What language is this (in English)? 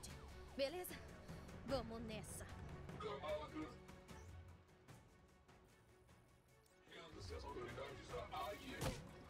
Portuguese